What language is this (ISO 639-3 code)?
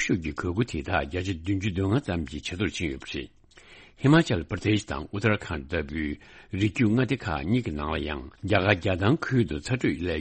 bod